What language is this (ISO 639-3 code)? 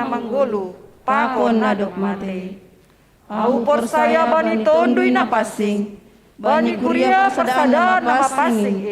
bts